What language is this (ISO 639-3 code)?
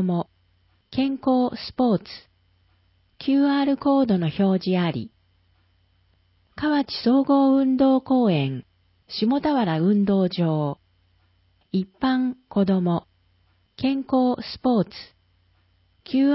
jpn